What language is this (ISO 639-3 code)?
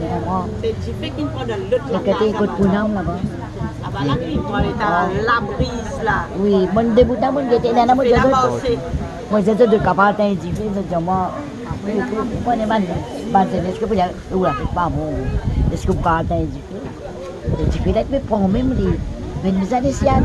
mfe